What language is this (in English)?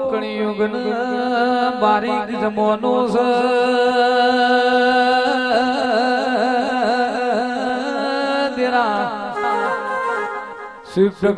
Gujarati